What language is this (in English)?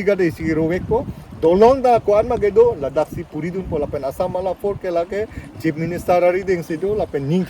Karbi